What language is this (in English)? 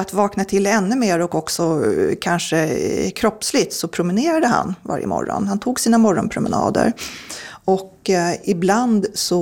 Swedish